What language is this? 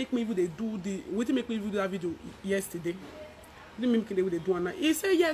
Nigerian Pidgin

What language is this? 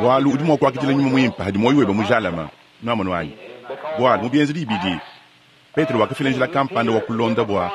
Luba-Lulua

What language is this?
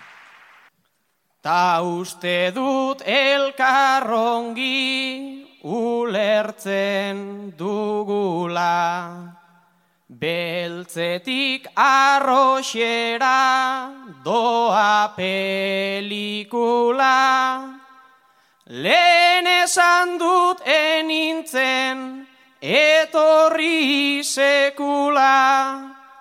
Basque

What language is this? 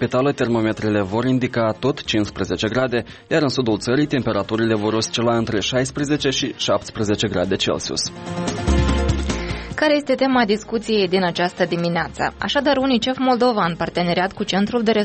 Romanian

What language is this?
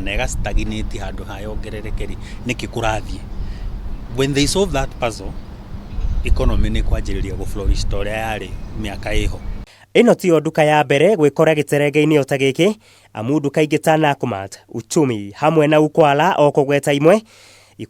Kikuyu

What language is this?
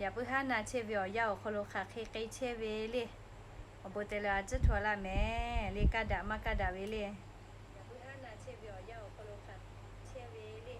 Lahu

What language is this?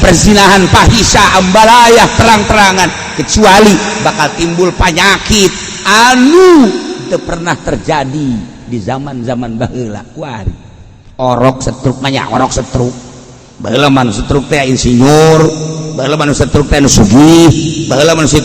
Sundanese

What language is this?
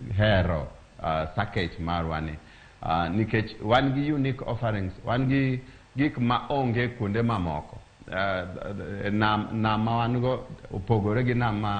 Luo (Kenya and Tanzania)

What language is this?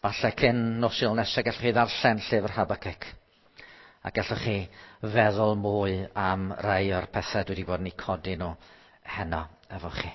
Welsh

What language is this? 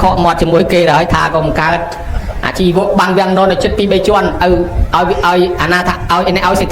Khmer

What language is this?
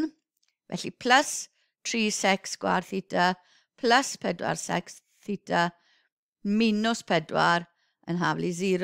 Welsh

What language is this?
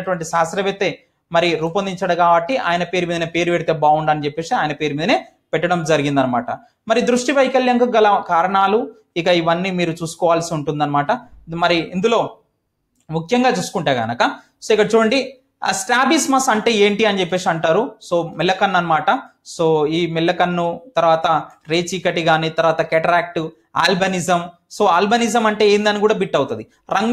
Telugu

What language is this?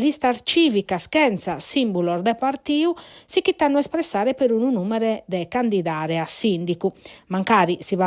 Sardinian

